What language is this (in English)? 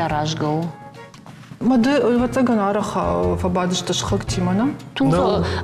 Ossetic